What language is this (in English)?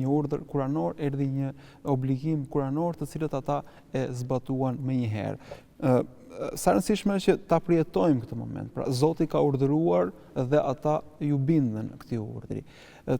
Albanian